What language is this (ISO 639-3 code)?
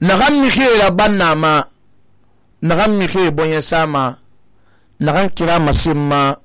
sus